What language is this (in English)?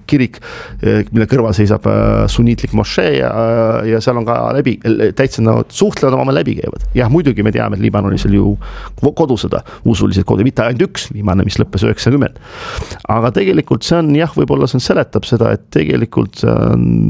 Estonian